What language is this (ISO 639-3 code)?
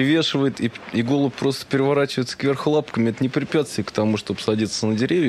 rus